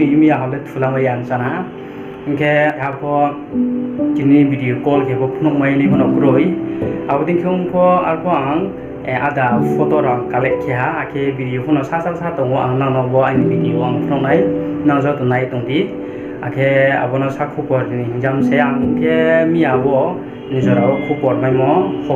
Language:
Riang (India)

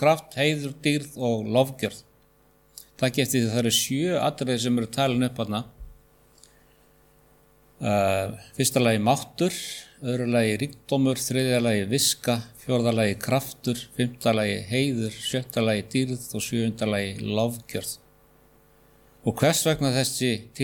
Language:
Icelandic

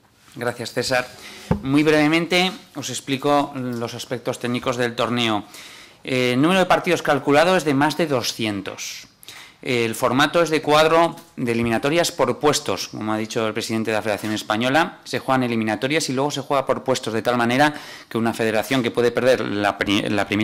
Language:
Spanish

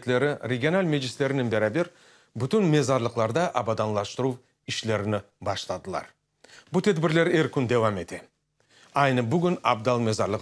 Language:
Crimean Tatar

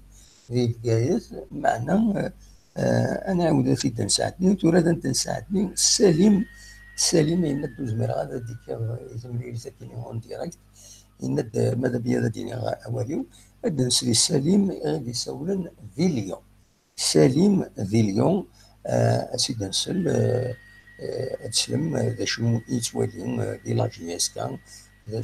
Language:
Kabyle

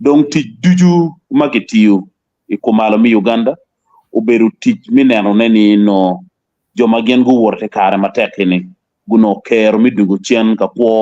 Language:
Acoli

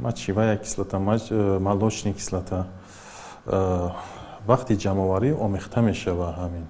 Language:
Tajik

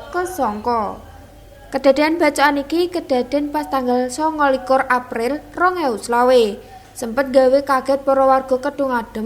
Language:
Javanese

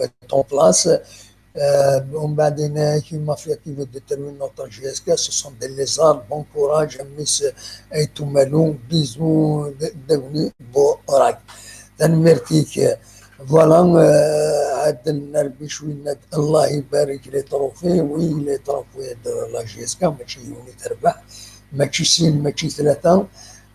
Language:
Kabyle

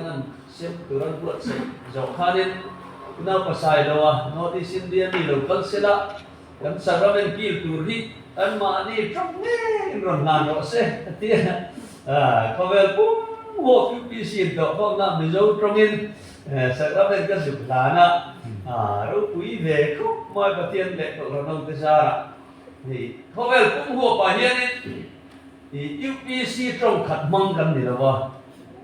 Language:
Mizo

